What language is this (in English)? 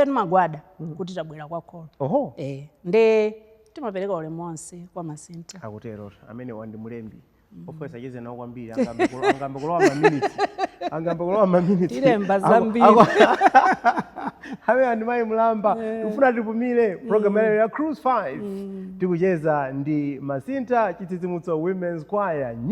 Nyanja